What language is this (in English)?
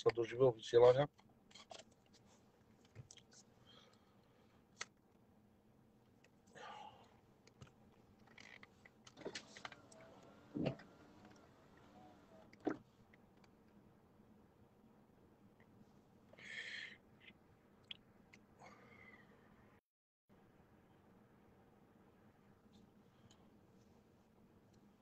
Slovak